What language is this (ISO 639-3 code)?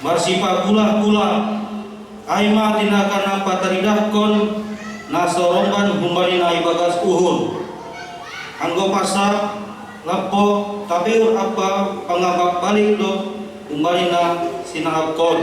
bts